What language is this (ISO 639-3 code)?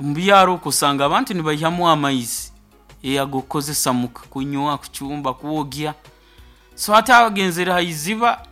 nyo